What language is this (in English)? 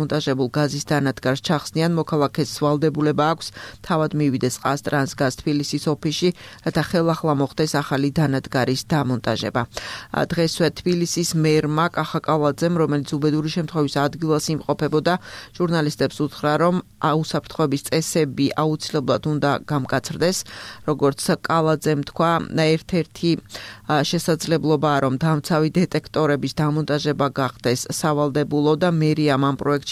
Georgian